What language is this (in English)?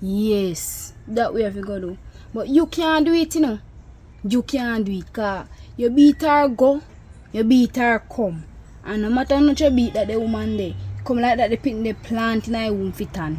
Jamaican Creole English